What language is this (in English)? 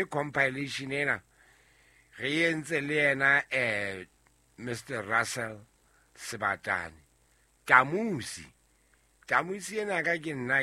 Southern Sotho